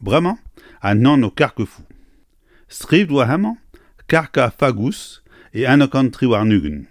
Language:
Breton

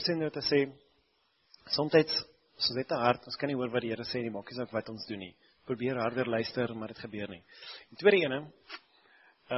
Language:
Afrikaans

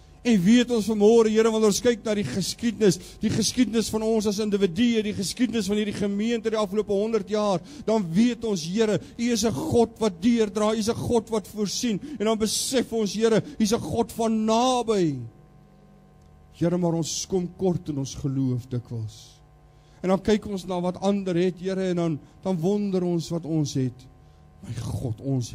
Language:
Afrikaans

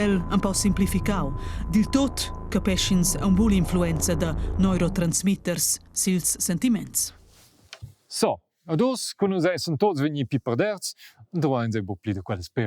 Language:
Romansh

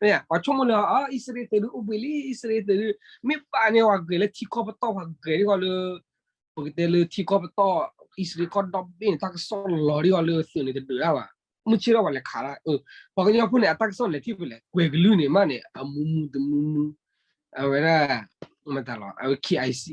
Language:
S'gaw Karen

